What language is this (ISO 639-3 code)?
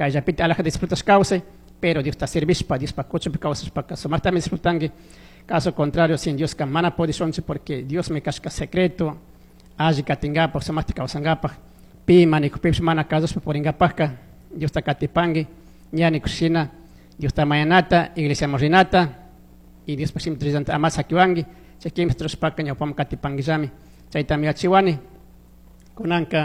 qug